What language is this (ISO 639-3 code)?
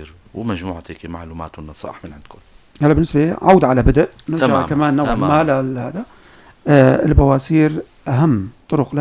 apc